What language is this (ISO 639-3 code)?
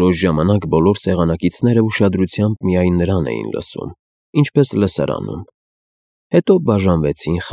hye